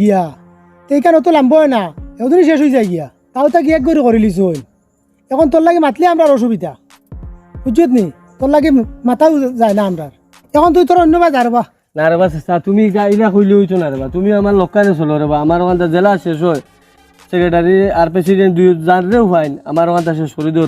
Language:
Sylheti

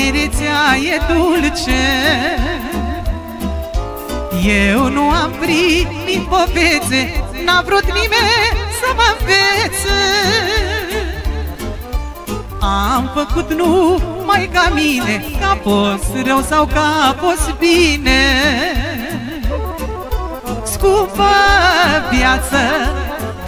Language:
Romanian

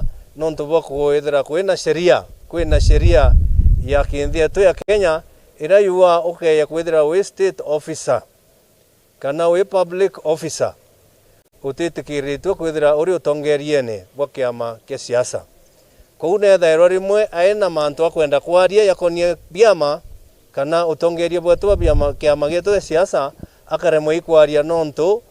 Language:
Meru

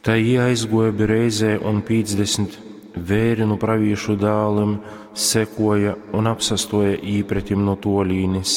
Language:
Latgalian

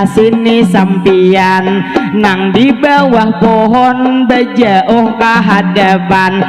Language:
Banjar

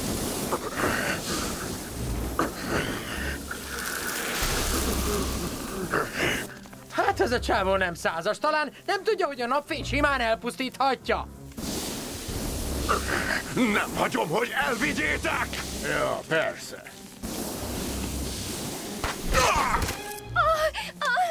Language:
Hungarian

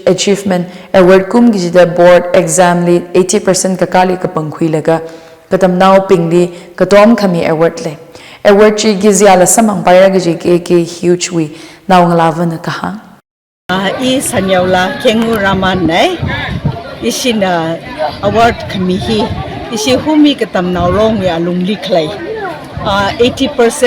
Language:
Tangkhul Naga (India)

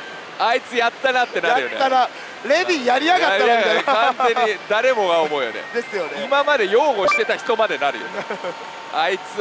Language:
Japanese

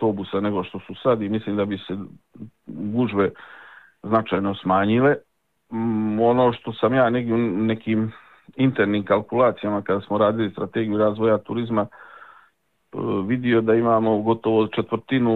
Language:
Croatian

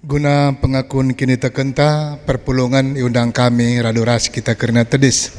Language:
Batak Karo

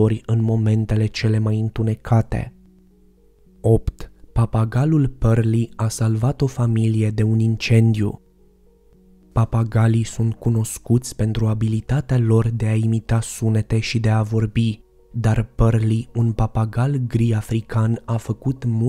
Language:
Romanian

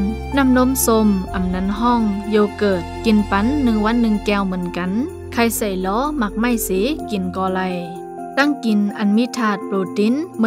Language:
Shan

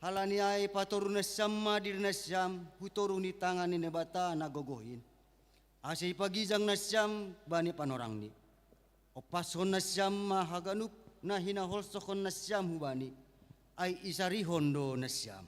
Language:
Batak Simalungun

